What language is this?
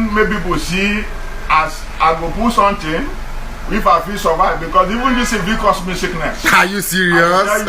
Nigerian Pidgin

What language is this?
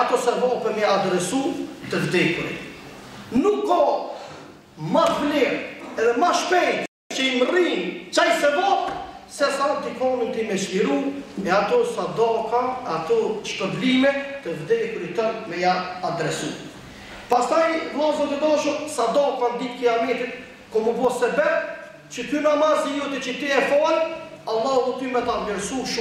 Albanian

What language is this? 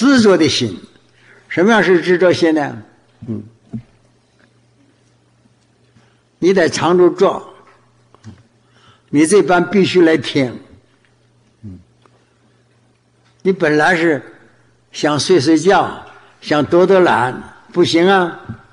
Chinese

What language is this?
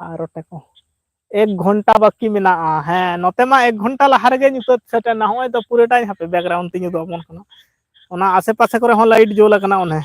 Santali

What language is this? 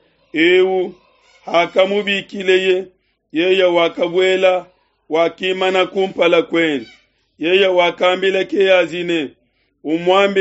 Luba-Lulua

